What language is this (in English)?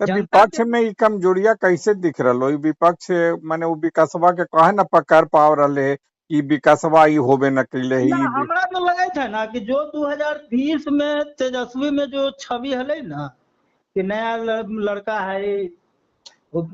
Magahi